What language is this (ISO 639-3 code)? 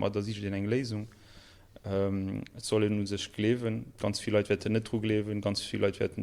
ltz